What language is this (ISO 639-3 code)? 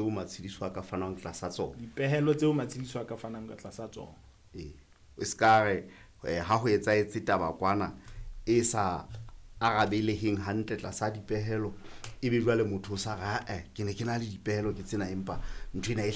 sot